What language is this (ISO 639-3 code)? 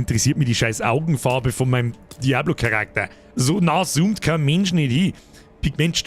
bar